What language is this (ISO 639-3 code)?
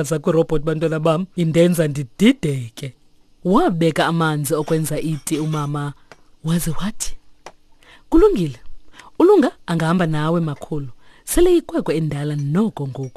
xho